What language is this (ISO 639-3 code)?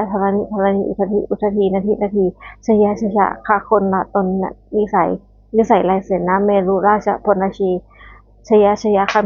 pli